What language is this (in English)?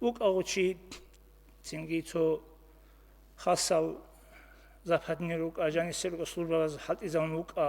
Avaric